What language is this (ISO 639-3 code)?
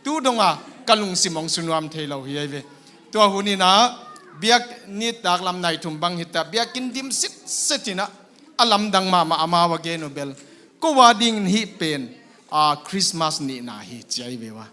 ctd